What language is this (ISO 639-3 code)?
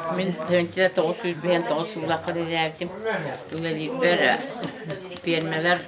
sah